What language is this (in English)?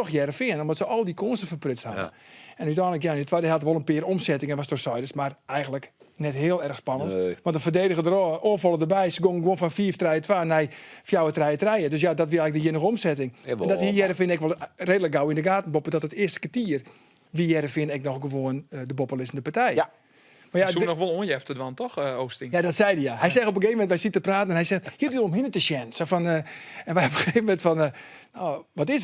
Western Frisian